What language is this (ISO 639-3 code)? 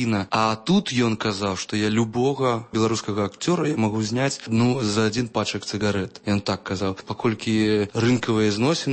bel